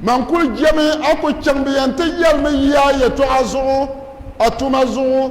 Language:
Dagbani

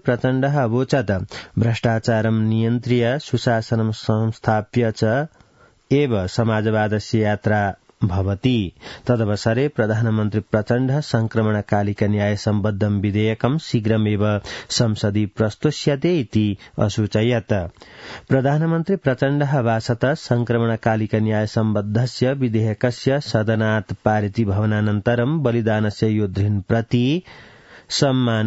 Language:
Sanskrit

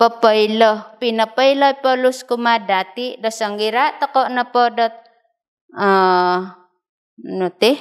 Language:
Central Dusun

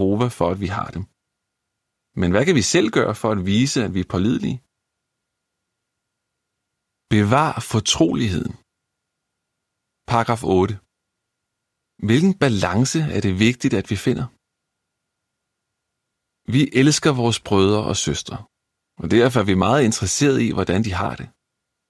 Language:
Danish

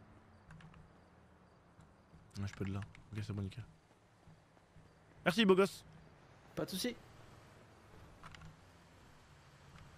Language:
French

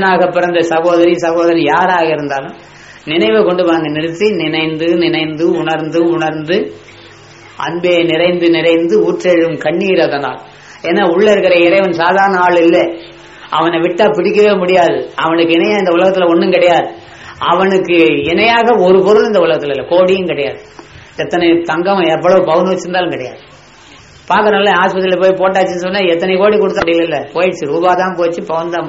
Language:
Tamil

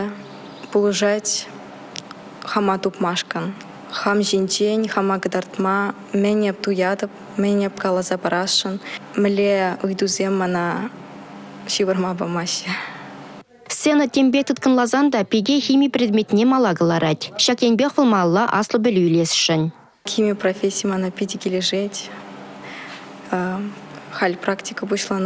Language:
Chuvash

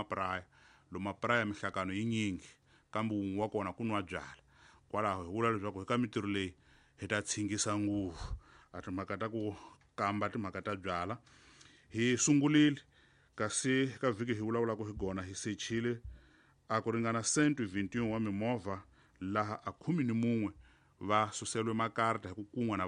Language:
Tsonga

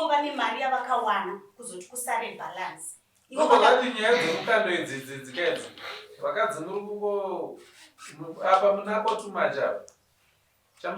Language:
Shona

